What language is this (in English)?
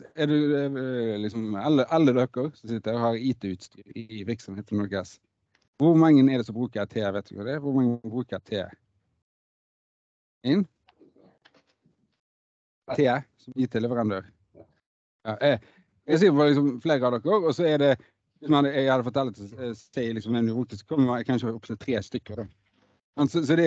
Norwegian